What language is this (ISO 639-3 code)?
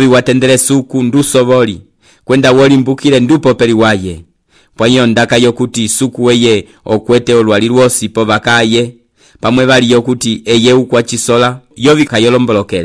umb